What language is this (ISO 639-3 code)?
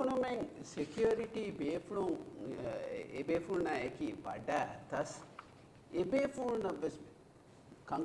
div